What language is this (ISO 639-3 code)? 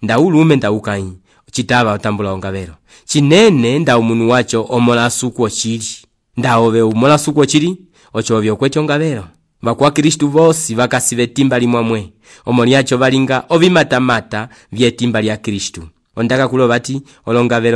umb